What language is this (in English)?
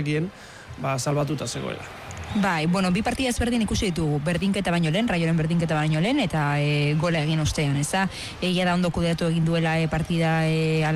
Basque